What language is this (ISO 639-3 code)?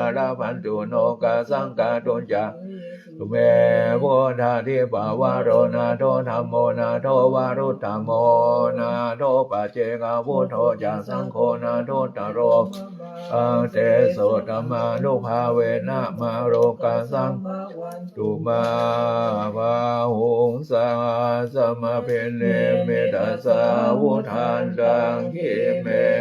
pli